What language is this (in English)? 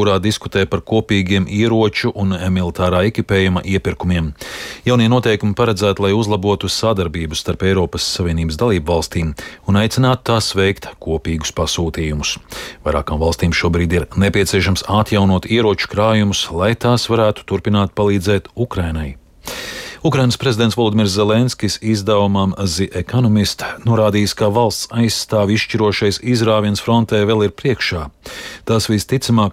Latvian